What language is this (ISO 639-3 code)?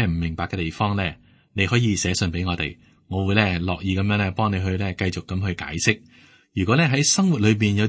yue